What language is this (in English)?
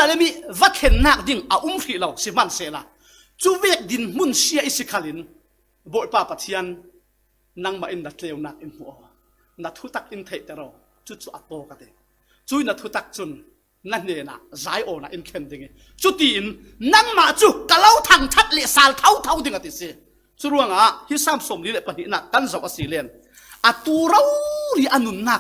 Falam Chin